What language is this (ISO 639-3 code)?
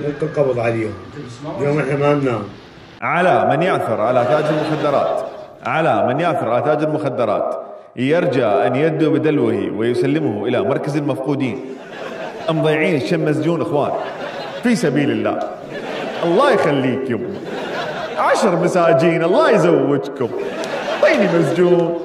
acm